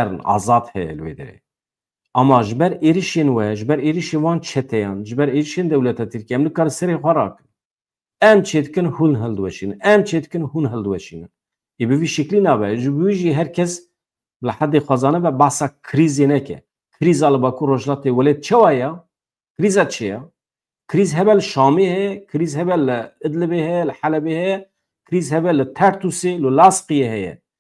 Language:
Kurdish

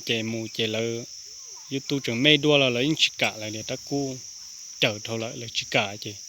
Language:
Hmong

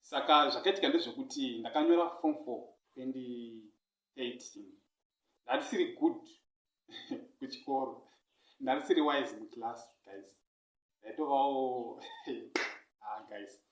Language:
Shona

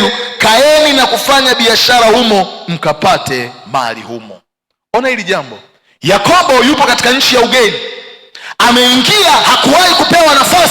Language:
Swahili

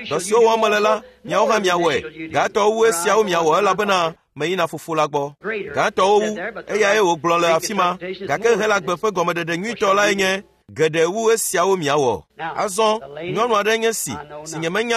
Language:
Ewe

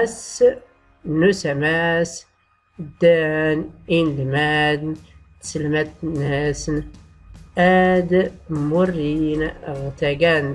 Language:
Tachelhit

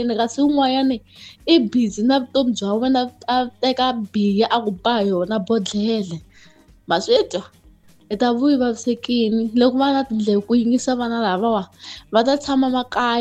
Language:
Tsonga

